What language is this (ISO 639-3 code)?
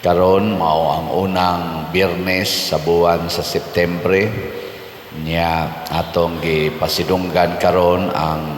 ceb